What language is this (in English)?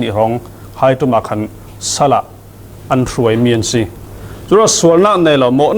Falam Chin